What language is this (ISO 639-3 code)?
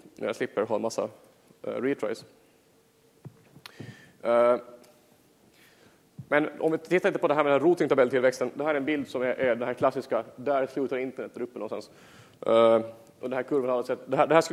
swe